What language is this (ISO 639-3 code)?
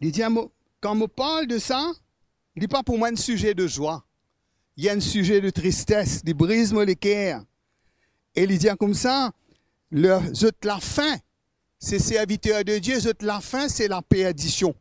mfe